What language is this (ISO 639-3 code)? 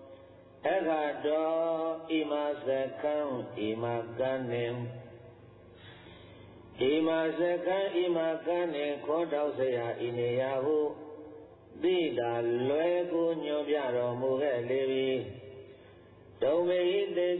mya